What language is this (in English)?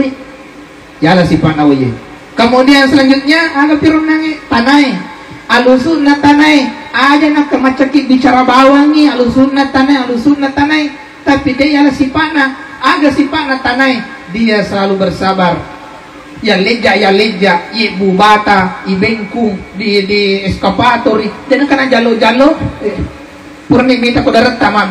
Buginese